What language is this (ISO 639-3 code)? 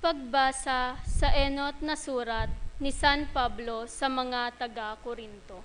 bik